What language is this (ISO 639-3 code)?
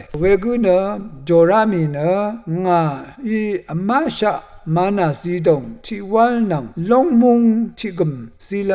raw